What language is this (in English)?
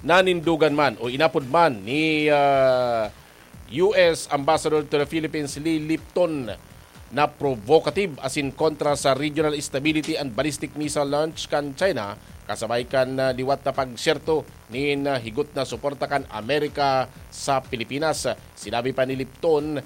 Bikol